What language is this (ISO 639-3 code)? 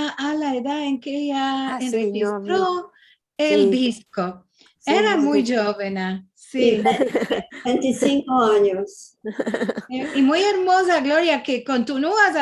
lad